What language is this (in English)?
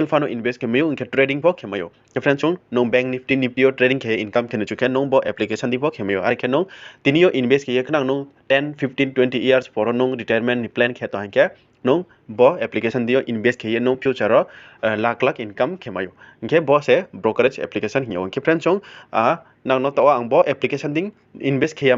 Riang (India)